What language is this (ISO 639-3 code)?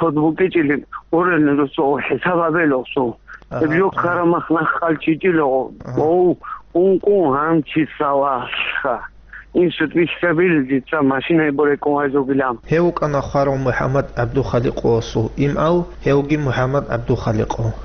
ava